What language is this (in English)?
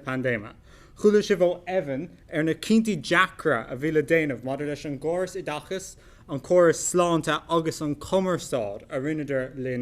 Irish